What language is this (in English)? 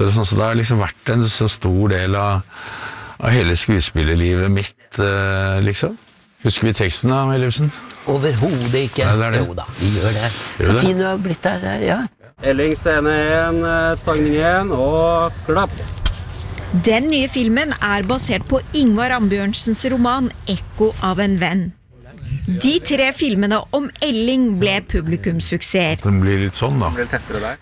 Norwegian